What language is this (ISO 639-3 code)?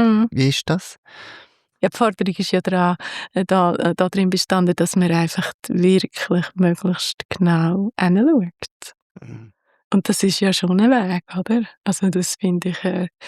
gsw